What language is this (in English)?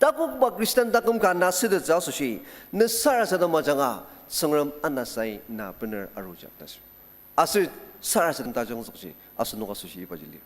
Ao Naga